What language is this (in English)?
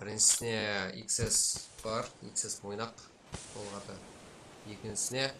Kara-Kalpak